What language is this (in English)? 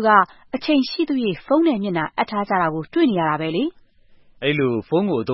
Burmese